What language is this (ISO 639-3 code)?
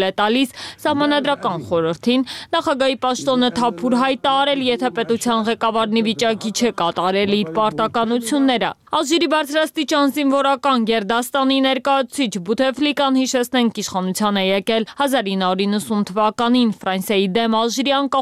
hye